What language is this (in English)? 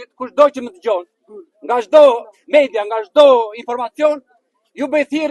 Albanian